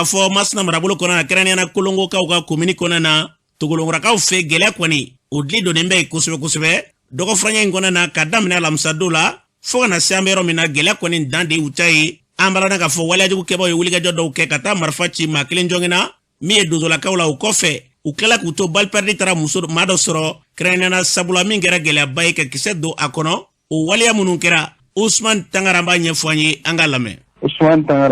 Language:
Bambara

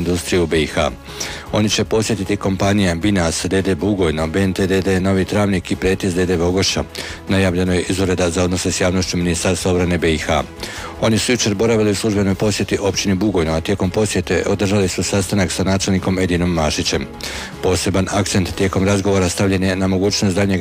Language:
Bosnian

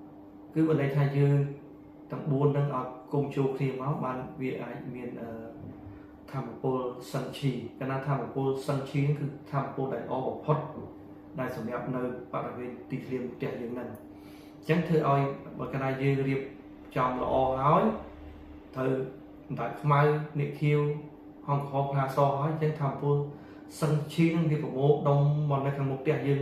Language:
Khmer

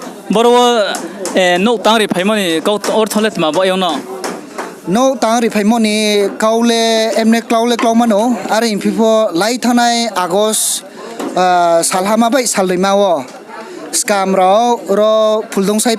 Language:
Riang (India)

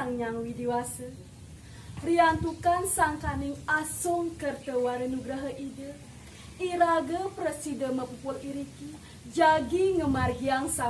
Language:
Balinese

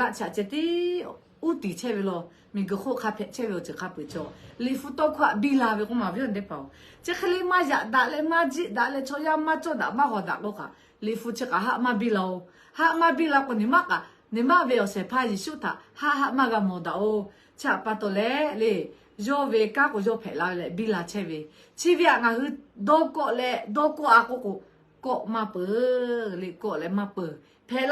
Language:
Lahu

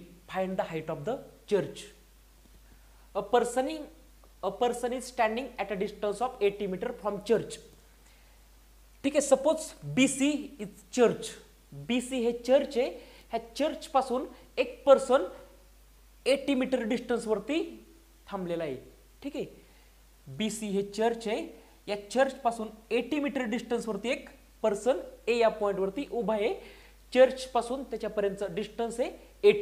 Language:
Marathi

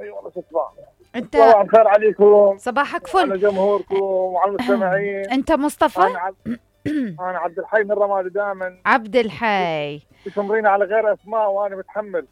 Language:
Mesopotamian Arabic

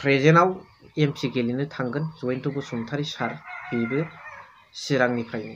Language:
Bodo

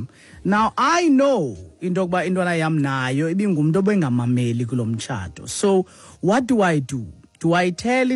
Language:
Xhosa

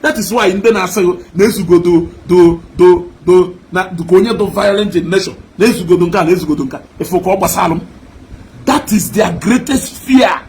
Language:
Igbo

